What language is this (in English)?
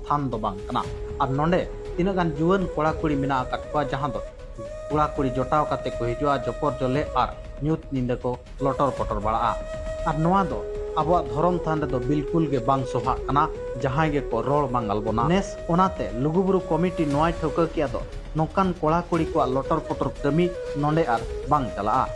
Santali